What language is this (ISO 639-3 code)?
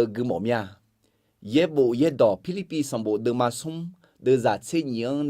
ahk